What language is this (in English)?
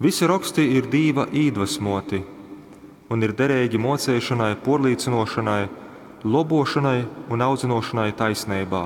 Latgalian